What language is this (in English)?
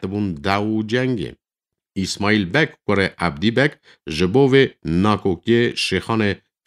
Kurdish